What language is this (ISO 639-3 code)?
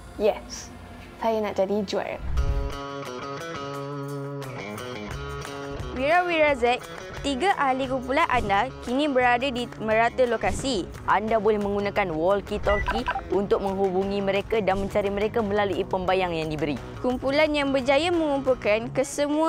msa